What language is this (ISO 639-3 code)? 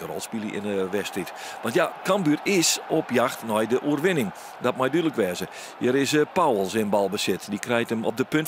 fry